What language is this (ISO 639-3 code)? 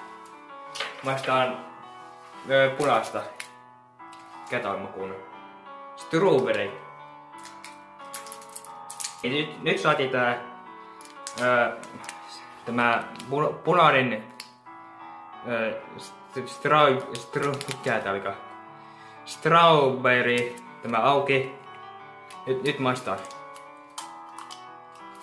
fin